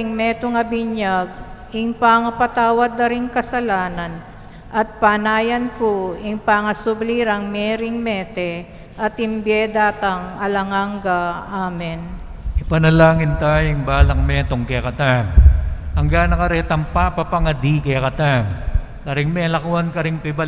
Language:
Pampanga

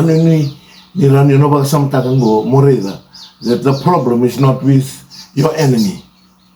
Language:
Fijian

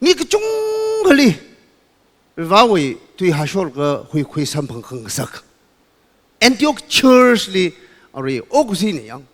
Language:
Tangkhul Naga (India)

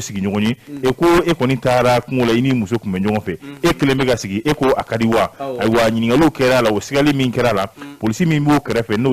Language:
Bambara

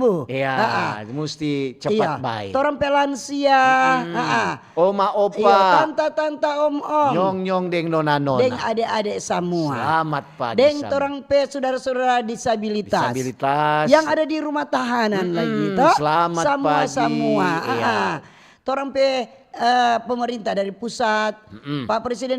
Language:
Manado Malay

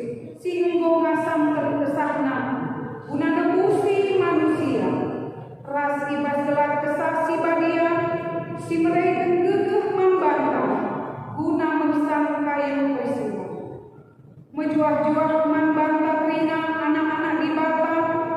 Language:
Batak Karo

